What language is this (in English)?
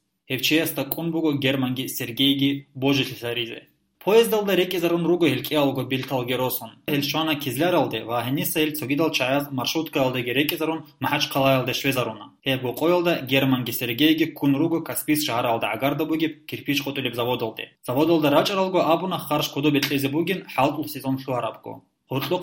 Avaric